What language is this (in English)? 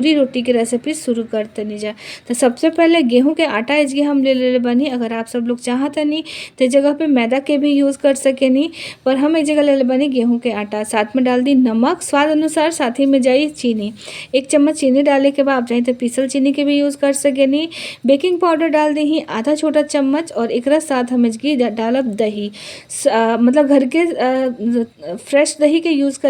Bhojpuri